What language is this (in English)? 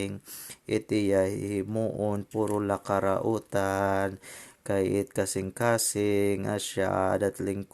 Waray